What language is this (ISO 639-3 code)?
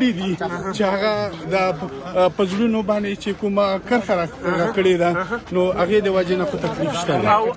pus